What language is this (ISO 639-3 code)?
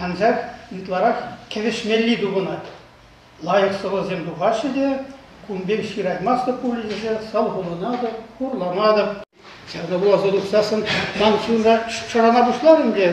chv